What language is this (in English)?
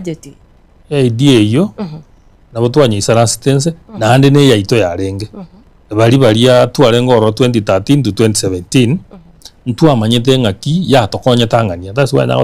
Gusii